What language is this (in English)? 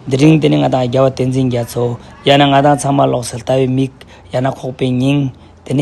Tibetan